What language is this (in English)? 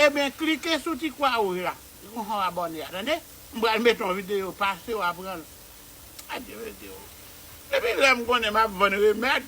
Haitian Creole